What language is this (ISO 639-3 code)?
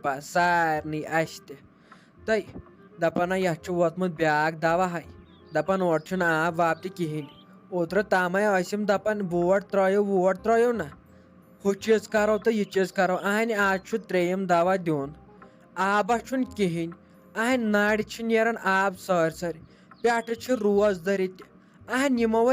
kas